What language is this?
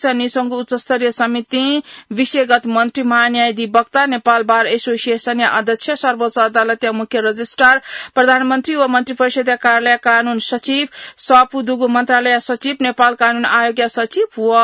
Newari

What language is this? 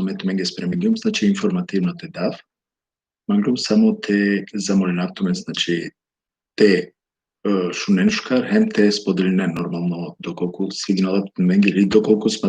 Balkan Romani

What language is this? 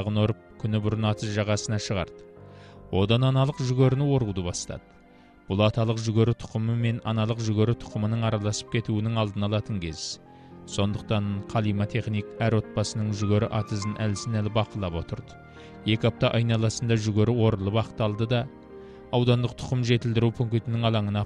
Kazakh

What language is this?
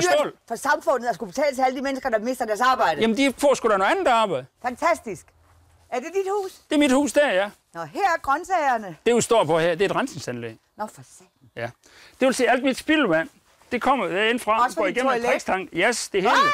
Danish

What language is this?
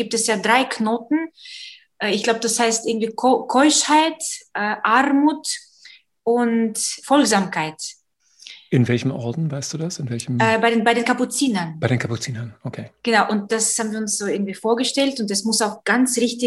German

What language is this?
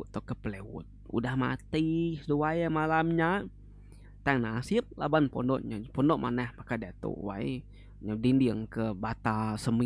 Iban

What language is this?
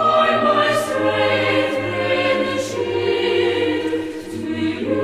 South Bolivian Quechua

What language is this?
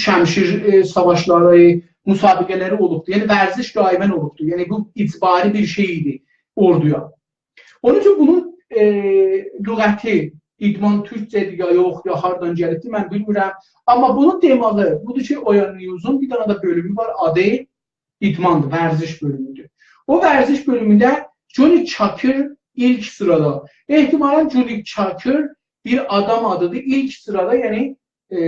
South Azerbaijani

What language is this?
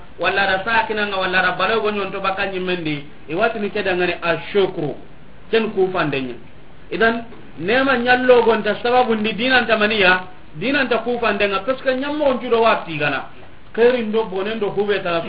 Soninke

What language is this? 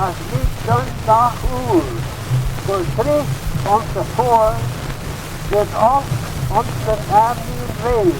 Manx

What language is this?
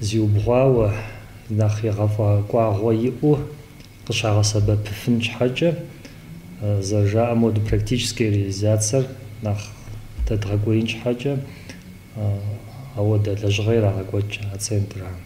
Kabardian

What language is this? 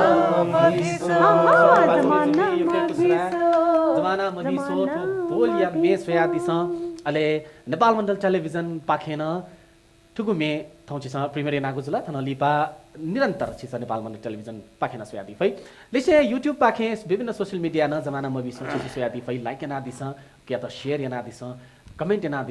Newari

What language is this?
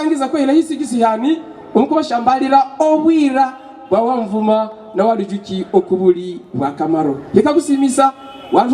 Havu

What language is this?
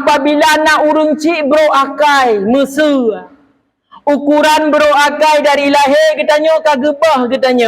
Achinese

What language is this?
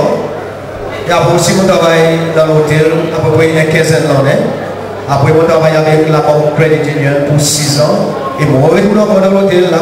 Seselwa Creole French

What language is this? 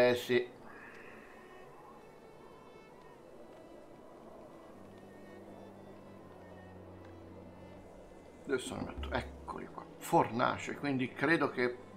Italian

